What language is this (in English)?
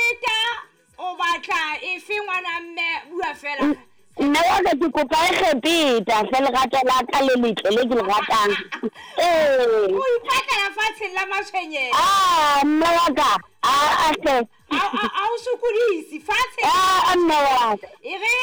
Southern Sotho